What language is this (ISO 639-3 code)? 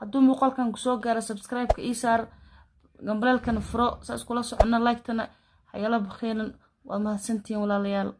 som